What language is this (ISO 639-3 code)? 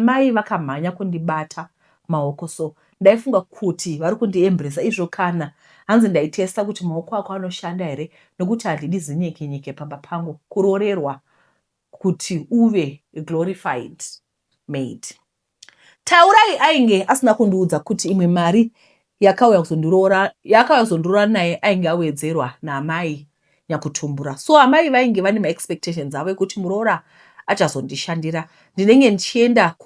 sna